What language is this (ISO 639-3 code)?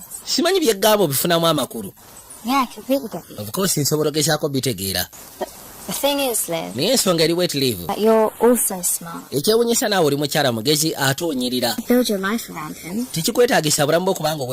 lug